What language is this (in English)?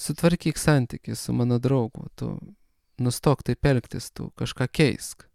Lithuanian